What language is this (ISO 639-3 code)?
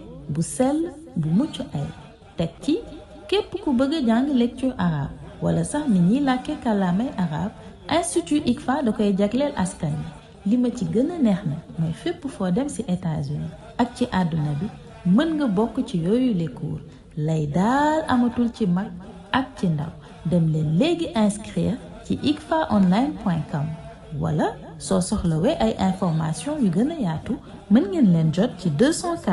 wol